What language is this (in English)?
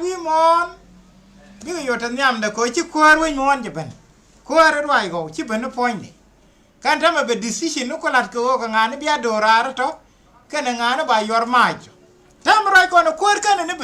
Nuer